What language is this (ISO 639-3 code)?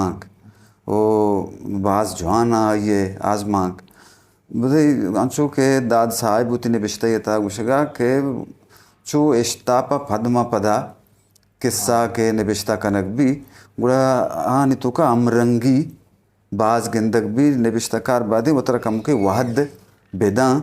bgp